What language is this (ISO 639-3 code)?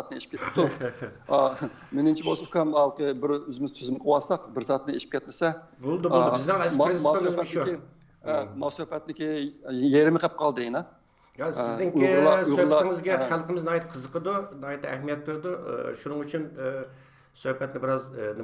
uig